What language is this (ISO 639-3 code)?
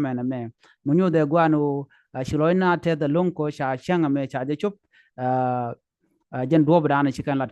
nus